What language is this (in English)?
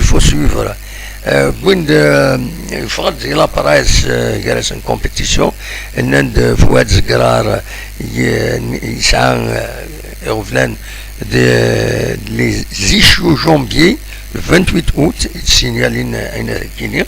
Kabyle